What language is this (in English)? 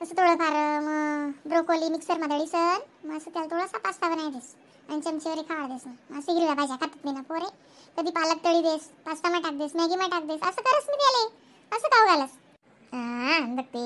Khandesi